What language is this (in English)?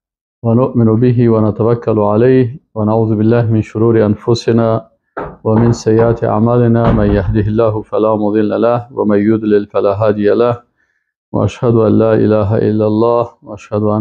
Persian